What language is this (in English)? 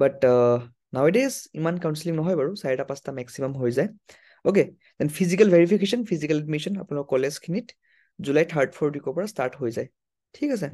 Assamese